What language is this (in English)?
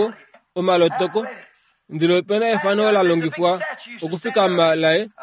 Kuanyama